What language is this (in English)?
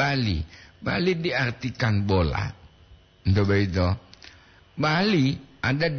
Gorontalo